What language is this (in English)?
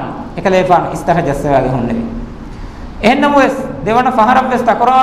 Divehi